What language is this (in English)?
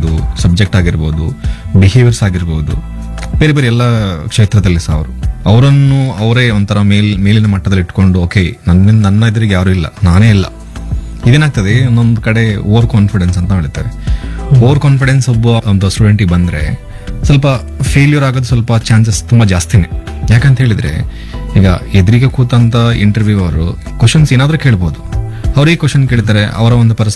Kannada